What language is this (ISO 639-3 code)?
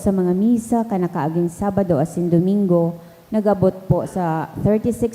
bik